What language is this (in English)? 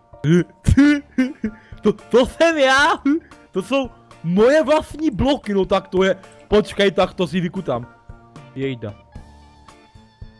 Czech